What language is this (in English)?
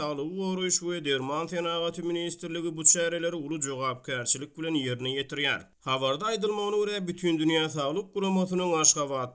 Turkmen